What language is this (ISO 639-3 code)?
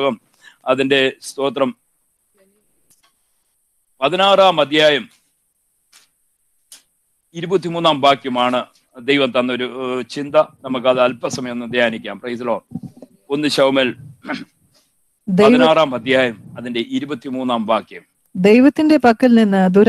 mal